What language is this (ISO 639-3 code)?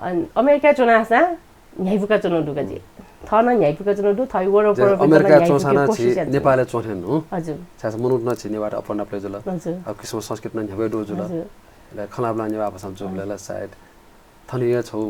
new